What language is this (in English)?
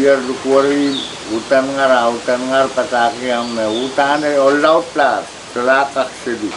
Pohnpeian